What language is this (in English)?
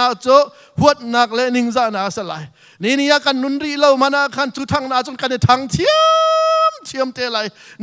Hakha Chin